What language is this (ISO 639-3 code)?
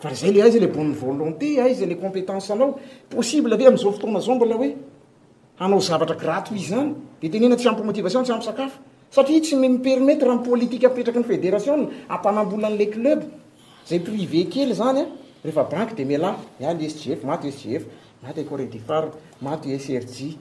mlg